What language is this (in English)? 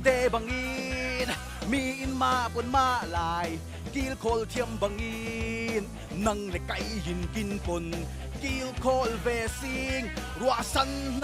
Falam Chin